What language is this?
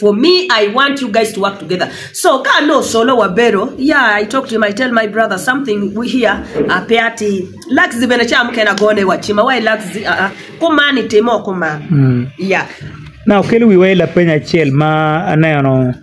Acoli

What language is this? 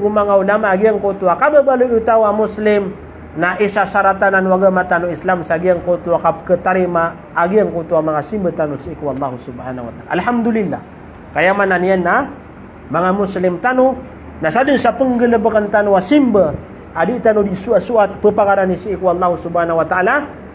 Maranao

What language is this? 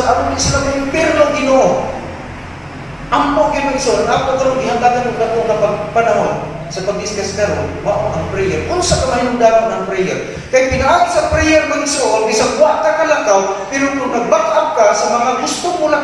Cebuano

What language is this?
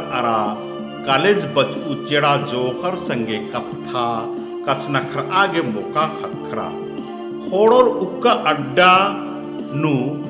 Kurukh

